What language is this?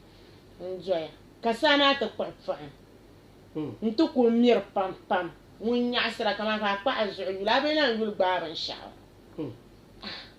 Dagbani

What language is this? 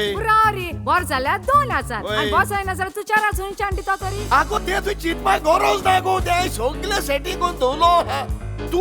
Konkani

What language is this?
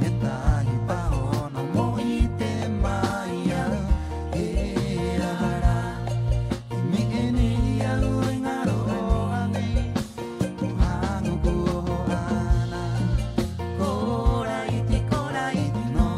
Rapanui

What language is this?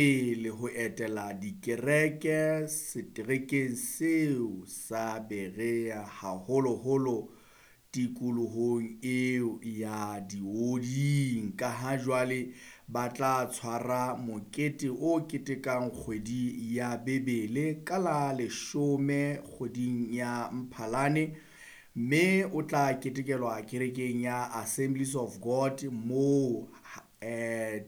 Southern Sotho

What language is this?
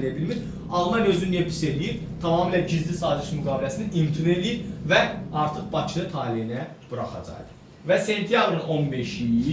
Azerbaijani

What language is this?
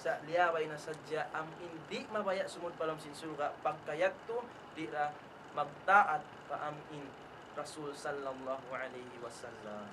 Tausug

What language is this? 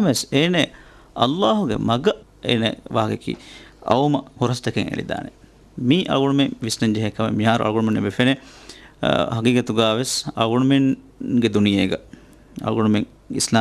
Divehi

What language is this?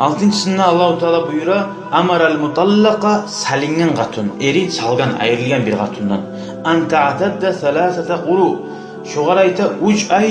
Kumyk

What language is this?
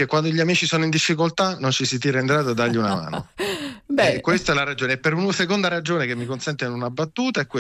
Italian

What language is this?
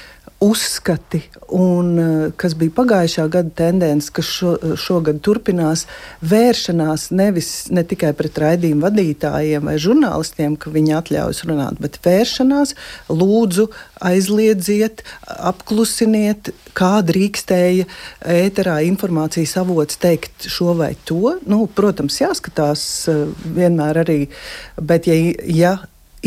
Latvian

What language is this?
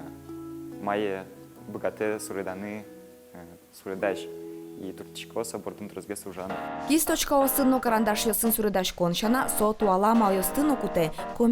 Udmurt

